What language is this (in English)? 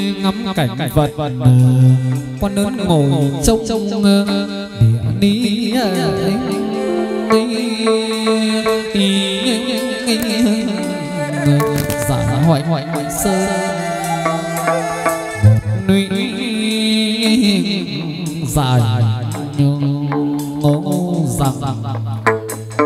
Vietnamese